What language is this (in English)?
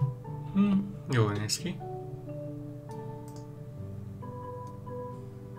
Hungarian